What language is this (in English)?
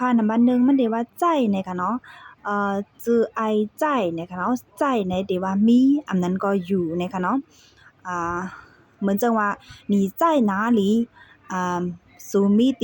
Shan